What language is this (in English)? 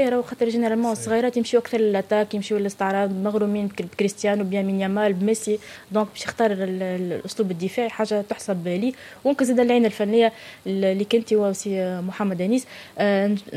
Tunisian Arabic